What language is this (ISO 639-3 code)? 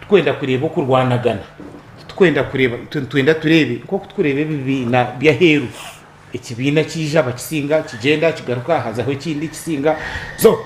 nyn